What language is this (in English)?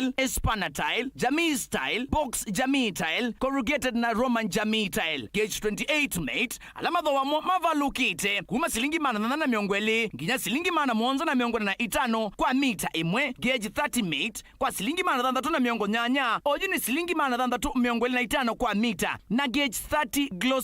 Kamba